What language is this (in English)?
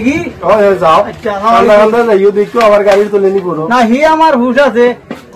Sylheti